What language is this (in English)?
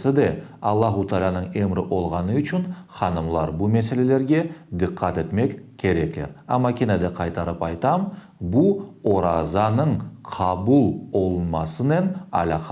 Crimean Tatar